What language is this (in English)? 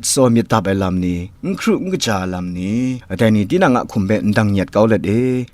Kachin